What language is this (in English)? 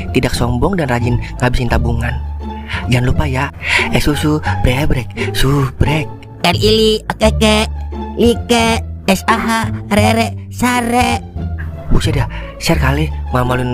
Betawi